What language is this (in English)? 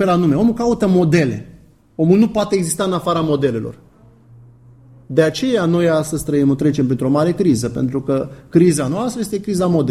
Romanian